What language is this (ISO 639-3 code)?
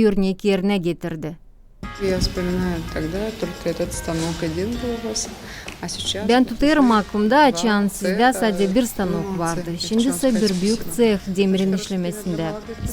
gag